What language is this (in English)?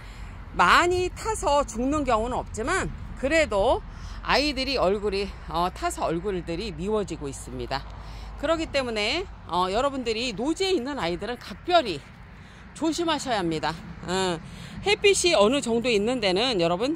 Korean